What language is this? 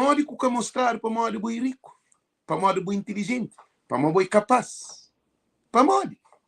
Kabuverdianu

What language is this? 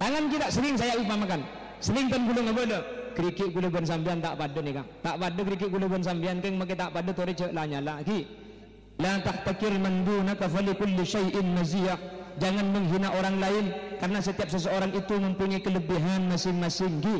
Madurese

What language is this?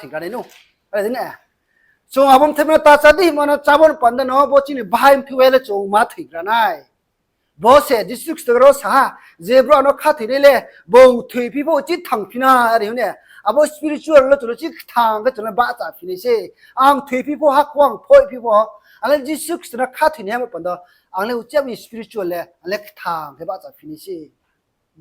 Riang (India)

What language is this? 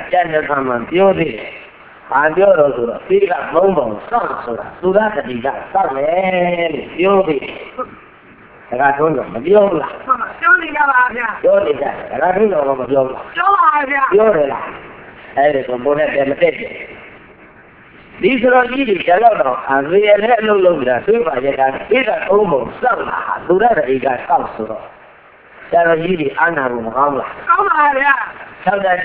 Burmese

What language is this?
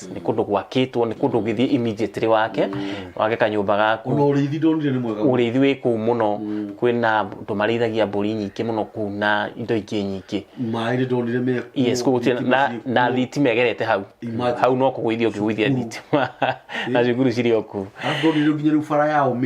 Kikuyu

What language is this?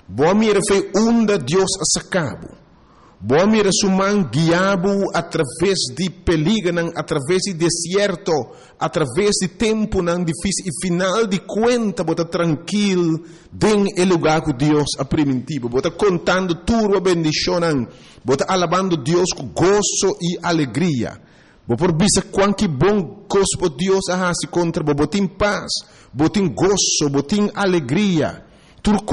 Papiamento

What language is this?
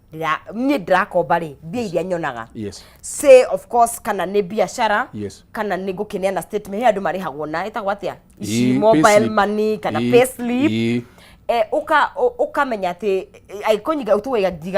Kikuyu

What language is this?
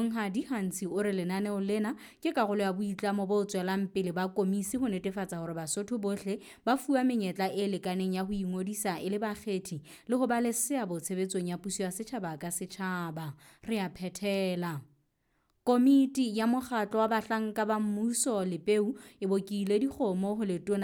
Southern Sotho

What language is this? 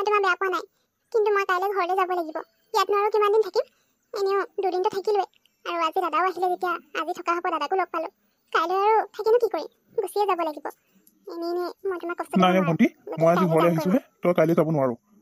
Assamese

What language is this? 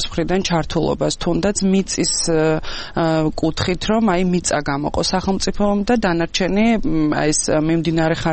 Georgian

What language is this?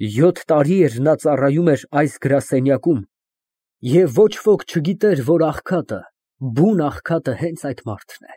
Armenian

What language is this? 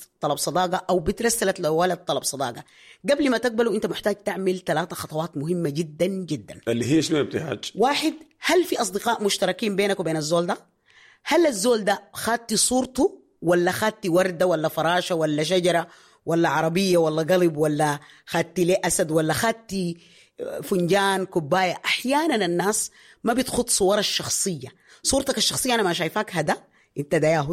Sudanese Arabic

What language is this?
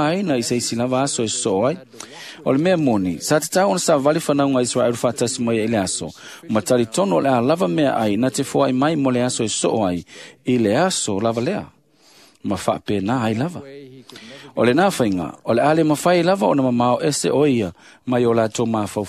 Samoan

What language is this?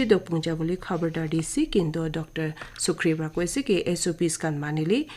Naga Pidgin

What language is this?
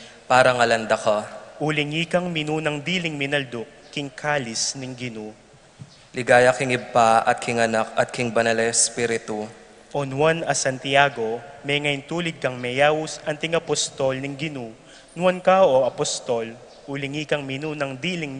Pampanga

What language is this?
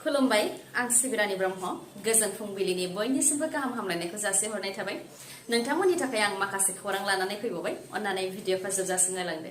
Bodo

